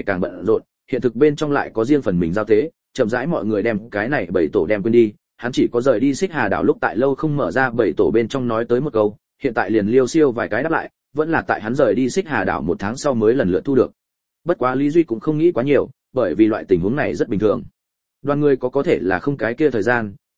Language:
Vietnamese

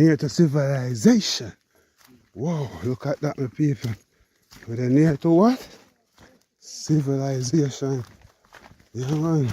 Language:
Jamaican Creole English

